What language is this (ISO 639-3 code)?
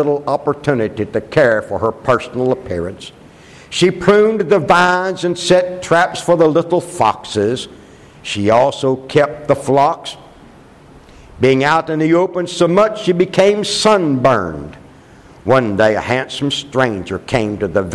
eng